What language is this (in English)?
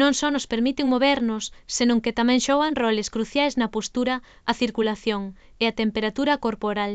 Galician